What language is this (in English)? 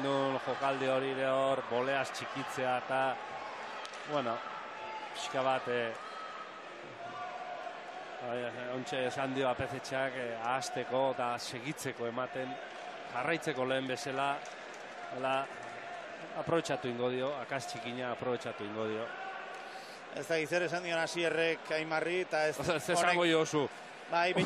Basque